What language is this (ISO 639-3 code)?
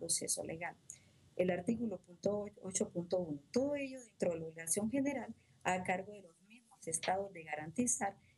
spa